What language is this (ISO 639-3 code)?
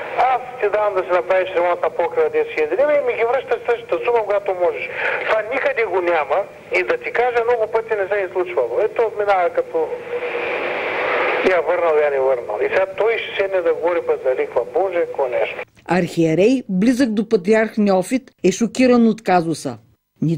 bul